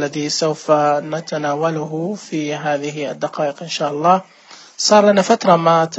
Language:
Najdi Arabic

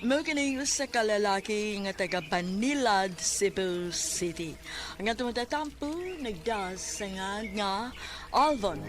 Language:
Cebuano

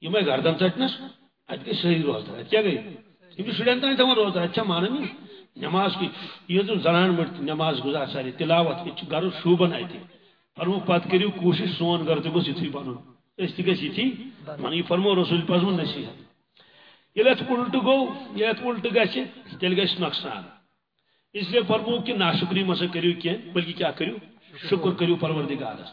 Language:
Kashmiri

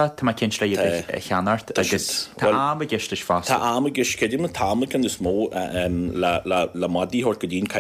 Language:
Irish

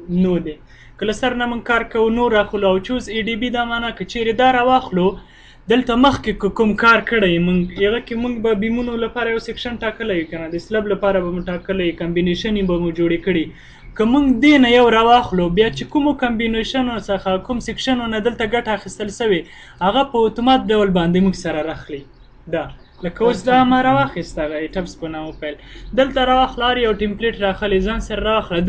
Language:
Pashto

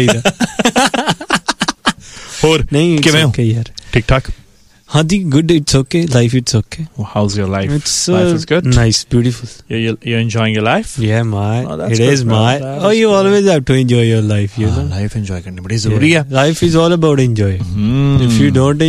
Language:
Punjabi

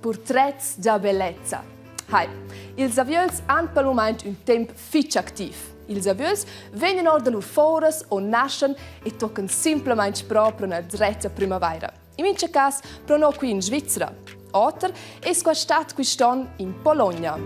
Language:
Romansh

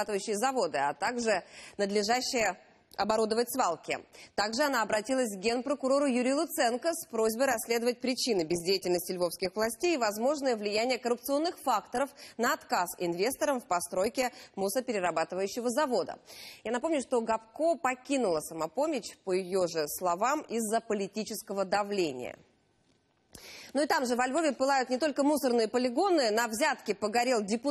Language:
Russian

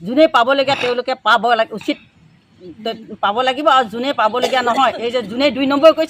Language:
Assamese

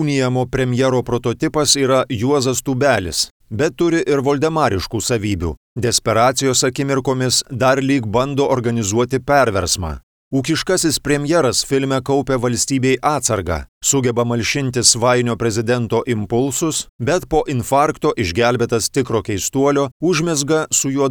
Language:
Lithuanian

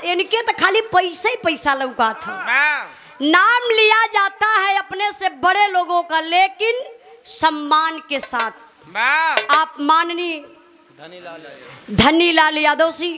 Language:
Bhojpuri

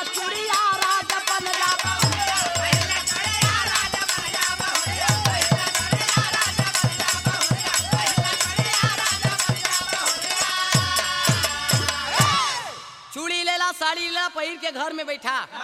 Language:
Bhojpuri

